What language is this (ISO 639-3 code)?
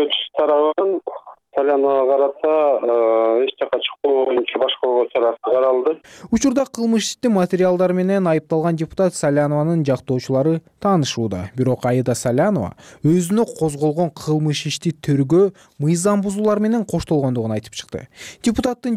kir